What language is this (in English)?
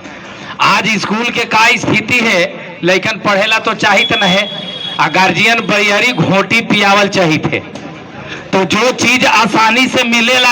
Magahi